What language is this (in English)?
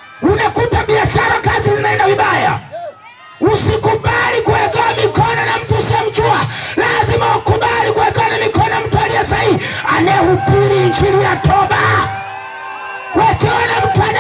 Swahili